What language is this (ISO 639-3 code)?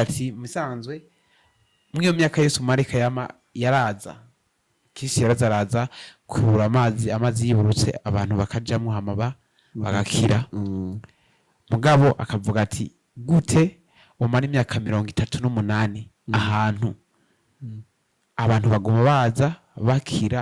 run